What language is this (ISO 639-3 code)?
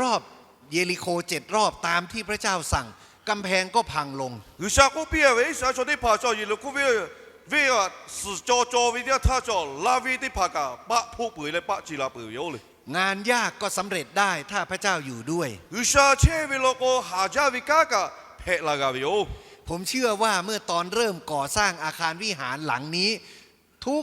lhu